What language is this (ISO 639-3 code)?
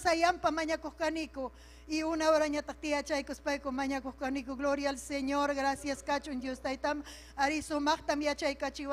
quy